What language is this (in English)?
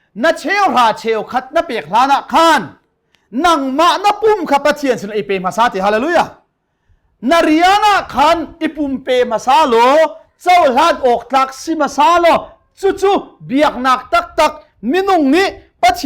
Hakha Chin